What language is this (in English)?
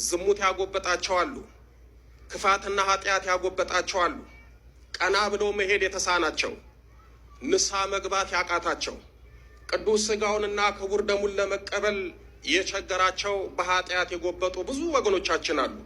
Amharic